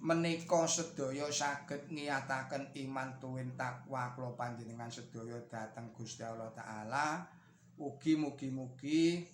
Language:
Javanese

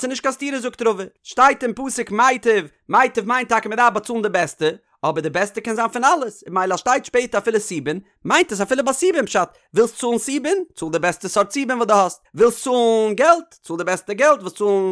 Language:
Yiddish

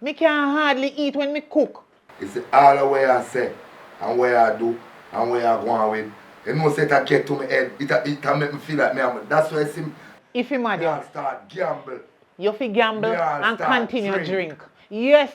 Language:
Jamaican Creole English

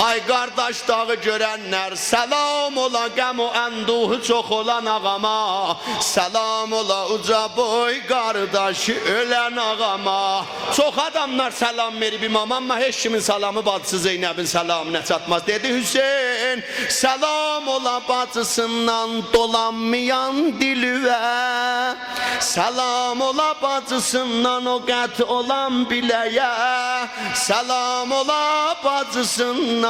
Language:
South Azerbaijani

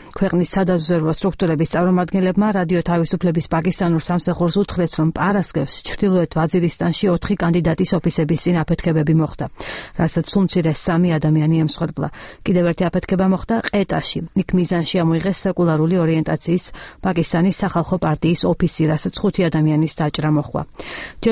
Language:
Georgian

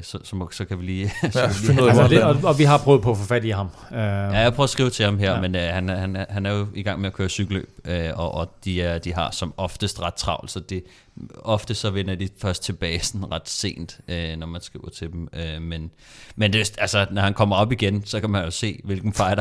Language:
Danish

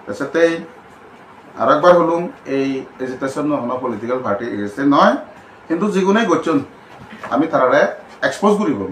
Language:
Chakma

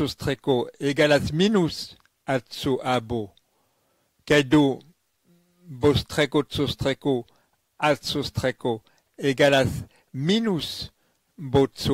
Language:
Esperanto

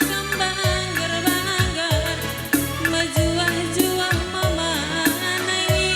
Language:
Batak Karo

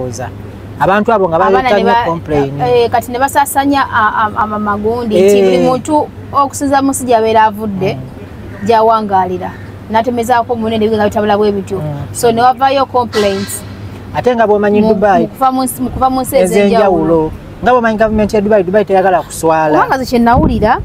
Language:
Ganda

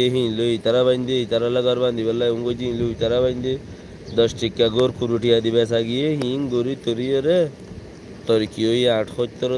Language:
Rohingya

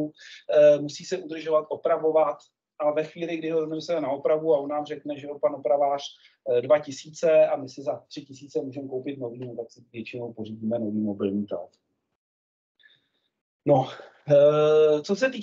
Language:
Czech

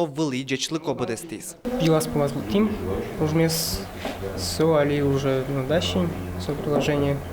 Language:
Udmurt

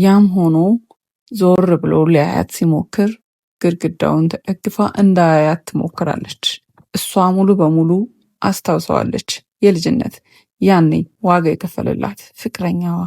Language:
Amharic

